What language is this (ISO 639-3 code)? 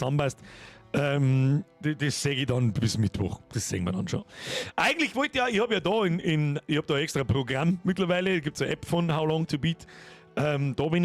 bar